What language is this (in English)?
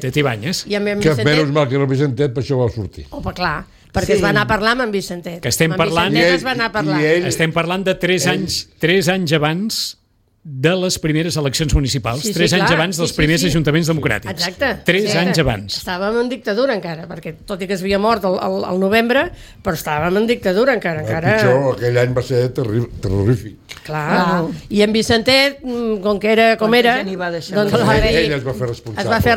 Catalan